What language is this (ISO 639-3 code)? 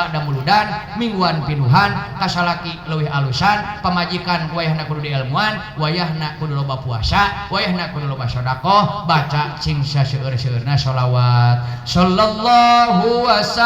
sun